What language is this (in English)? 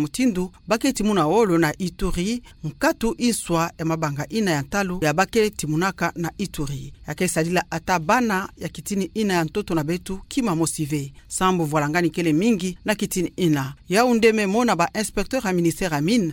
Kituba (Democratic Republic of Congo)